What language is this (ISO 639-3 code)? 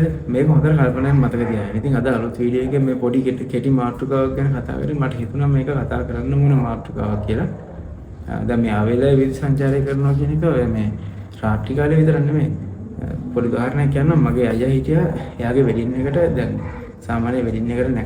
sin